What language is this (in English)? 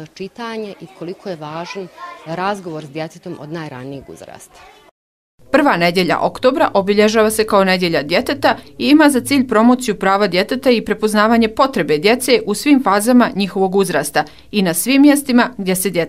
Bosnian